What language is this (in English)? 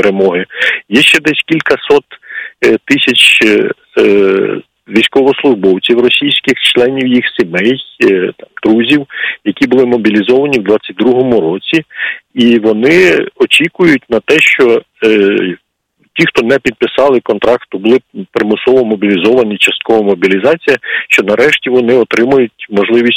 Ukrainian